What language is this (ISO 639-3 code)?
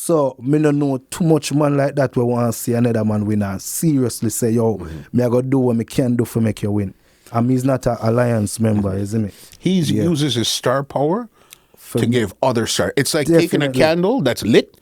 jam